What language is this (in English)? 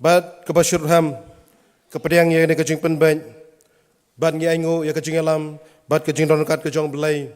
Khasi